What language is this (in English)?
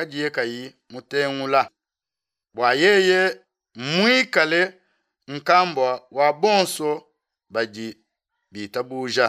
Luba-Lulua